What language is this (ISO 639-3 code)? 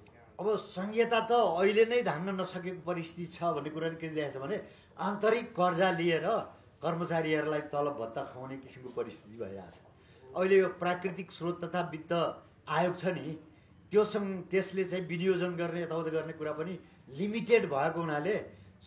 nep